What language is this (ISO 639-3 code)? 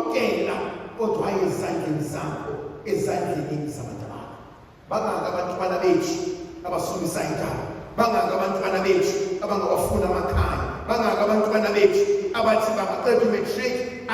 zul